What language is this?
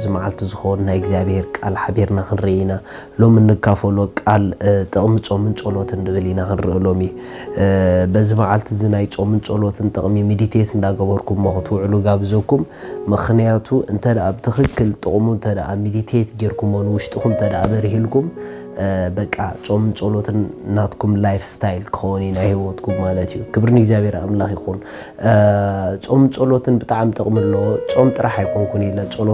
Tigrinya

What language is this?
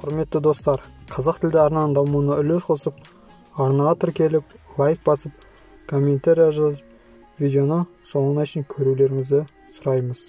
Kazakh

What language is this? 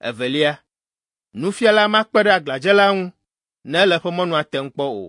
Ewe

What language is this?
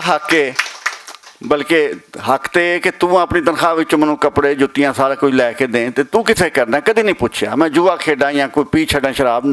Western Panjabi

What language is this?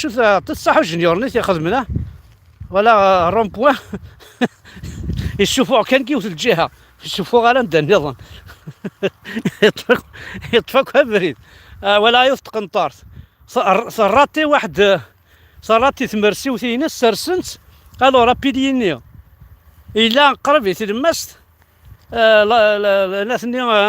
Kabyle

